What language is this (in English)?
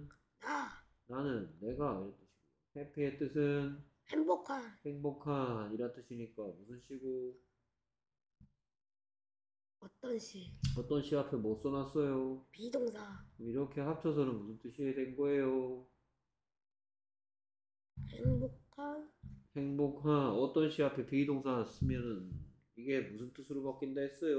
Korean